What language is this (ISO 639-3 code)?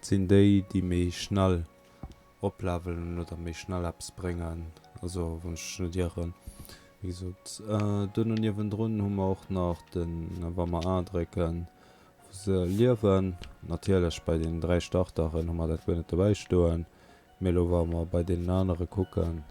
ltz